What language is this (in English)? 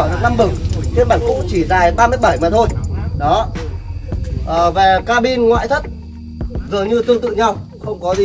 Vietnamese